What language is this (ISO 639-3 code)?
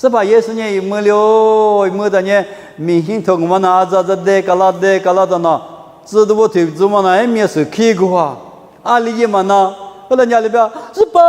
lis